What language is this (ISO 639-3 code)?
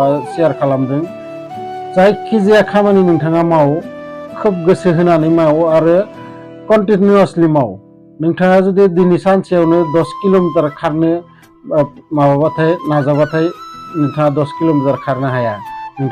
brx